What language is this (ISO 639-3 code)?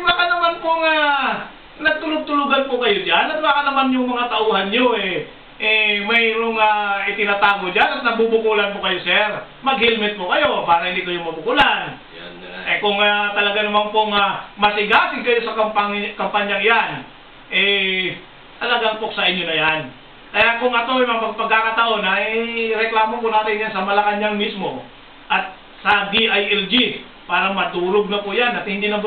fil